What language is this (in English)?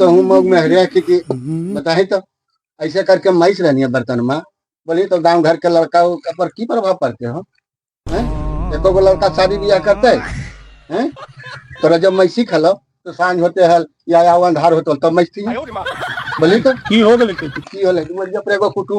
Magahi